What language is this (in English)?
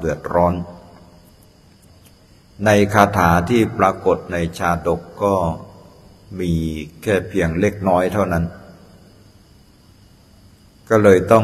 Thai